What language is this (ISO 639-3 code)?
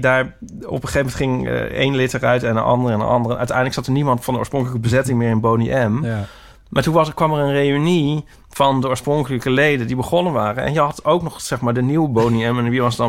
nld